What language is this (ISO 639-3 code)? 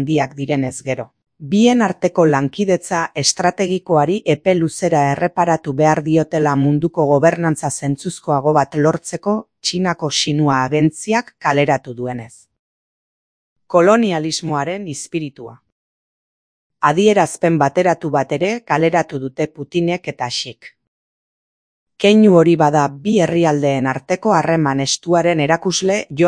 eus